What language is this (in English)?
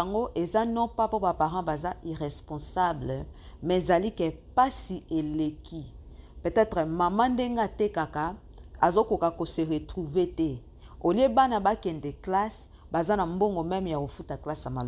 Lingala